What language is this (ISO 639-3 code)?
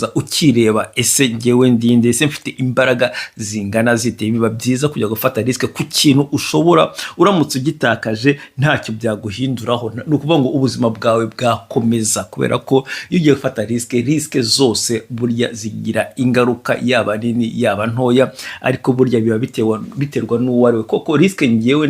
kin